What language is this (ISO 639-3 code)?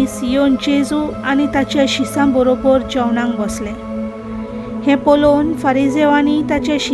kok